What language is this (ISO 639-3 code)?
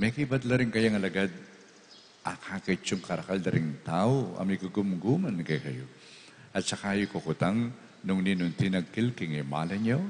pam